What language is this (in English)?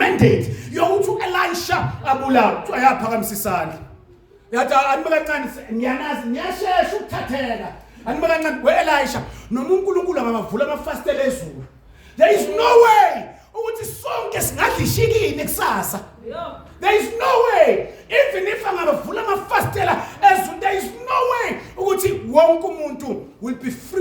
Zulu